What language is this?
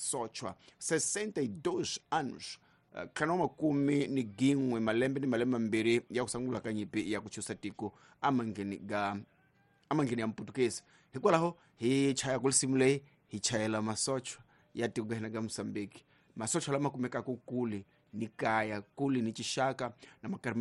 Tsonga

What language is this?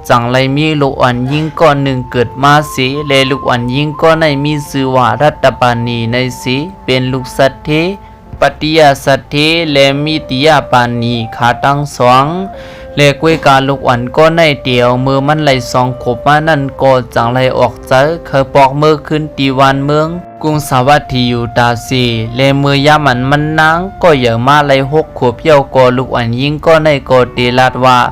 Shan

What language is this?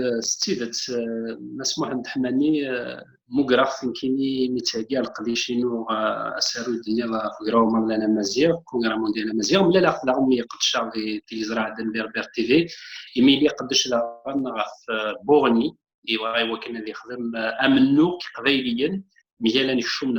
Kabyle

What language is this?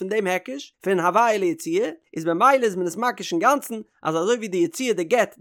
Yiddish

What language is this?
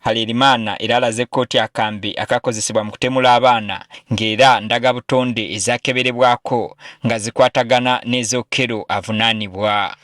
Ganda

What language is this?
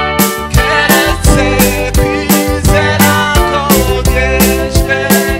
Kinyarwanda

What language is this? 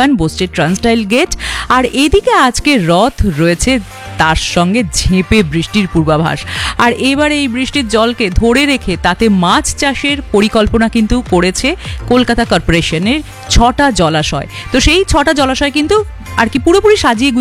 Bangla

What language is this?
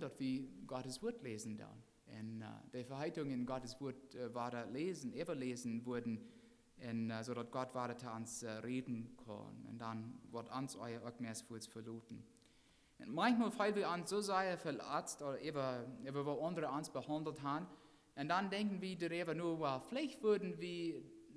Plautdietsch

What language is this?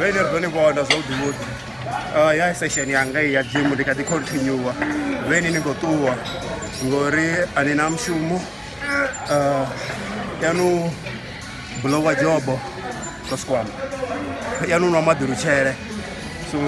Venda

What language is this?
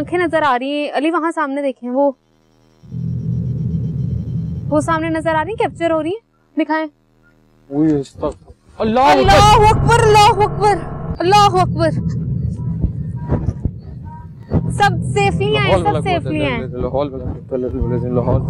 Hindi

